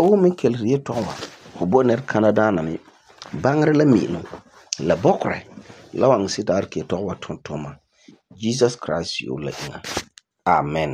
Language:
Frafra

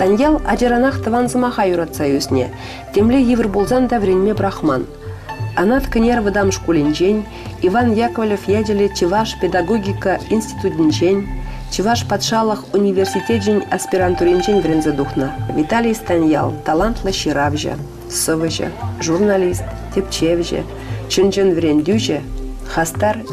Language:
Chuvash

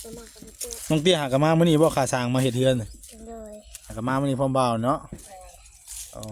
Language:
Northeastern Thai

